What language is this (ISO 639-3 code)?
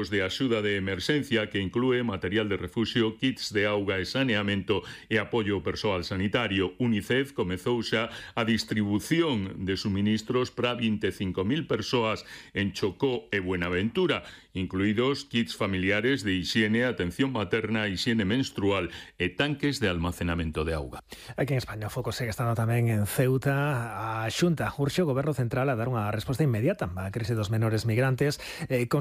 glg